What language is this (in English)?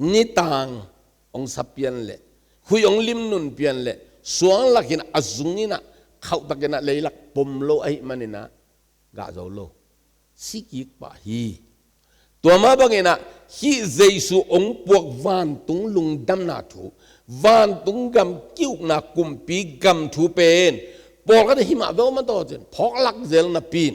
Tedim Chin